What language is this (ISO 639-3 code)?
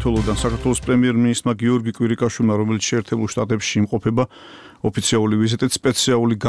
kat